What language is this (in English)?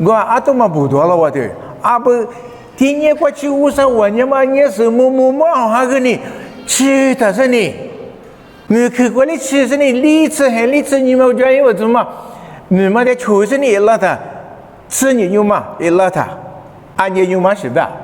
Lisu